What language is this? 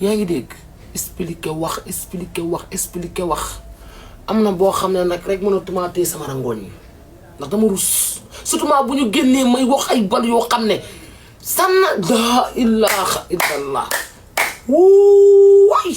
Wolof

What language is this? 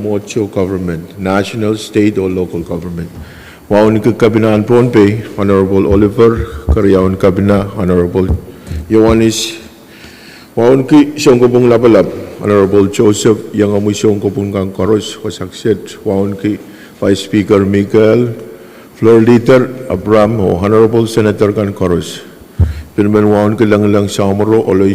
Pohnpeian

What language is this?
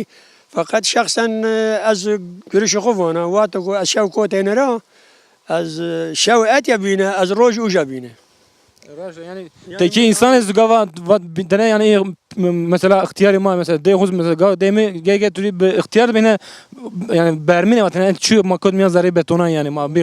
Zaza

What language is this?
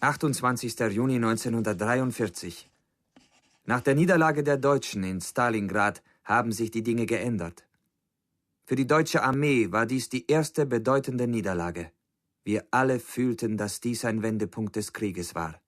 Bavarian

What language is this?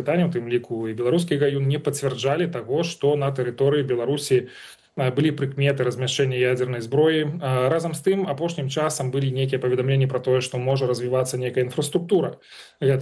Belarusian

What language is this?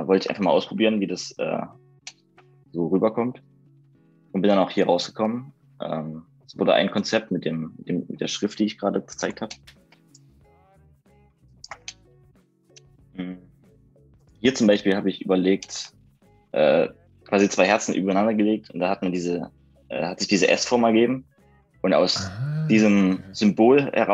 German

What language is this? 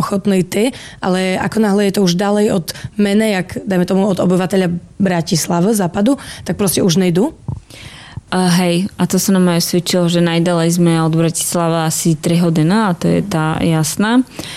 Slovak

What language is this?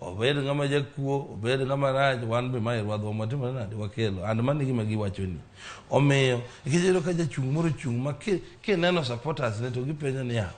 Luo (Kenya and Tanzania)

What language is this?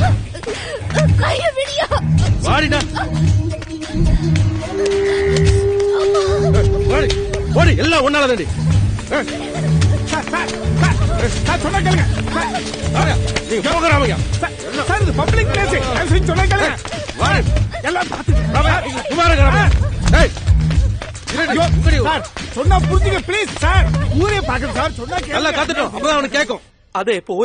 Tamil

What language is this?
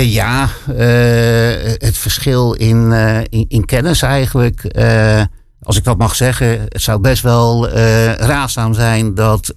Dutch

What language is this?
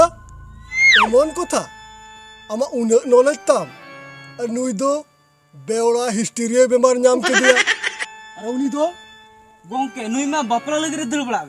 Santali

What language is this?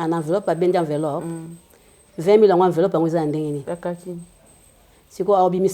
Lingala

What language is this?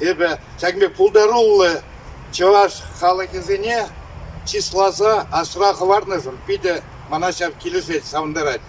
Chuvash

